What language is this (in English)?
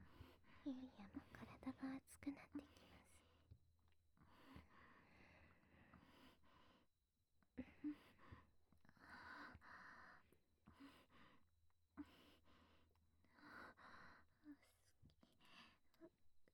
Japanese